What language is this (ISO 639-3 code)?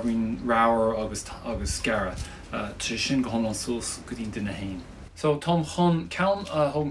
gle